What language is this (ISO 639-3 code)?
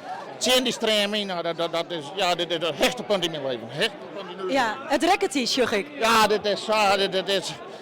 fry